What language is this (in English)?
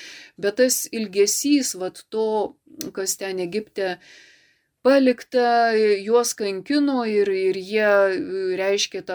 Lithuanian